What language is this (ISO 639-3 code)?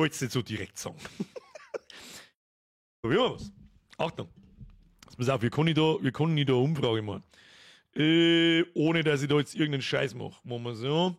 bar